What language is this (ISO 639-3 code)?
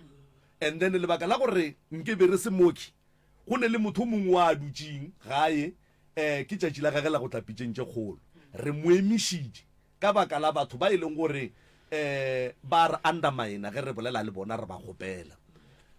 nso